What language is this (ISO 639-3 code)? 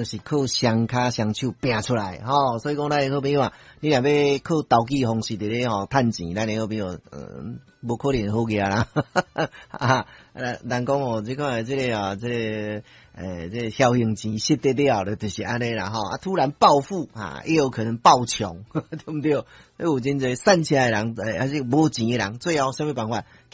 nan